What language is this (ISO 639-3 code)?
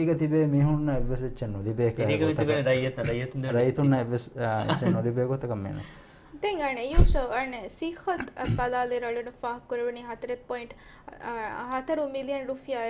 div